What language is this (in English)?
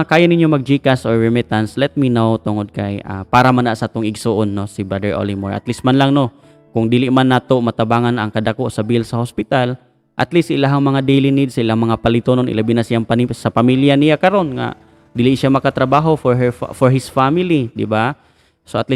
Cebuano